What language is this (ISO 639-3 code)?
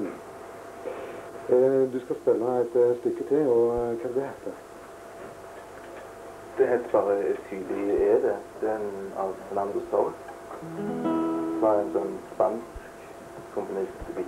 nor